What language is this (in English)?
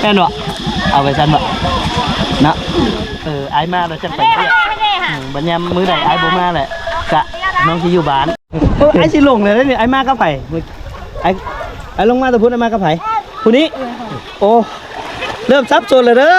Lao